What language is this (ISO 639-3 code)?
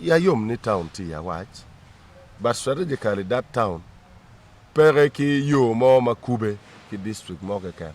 ach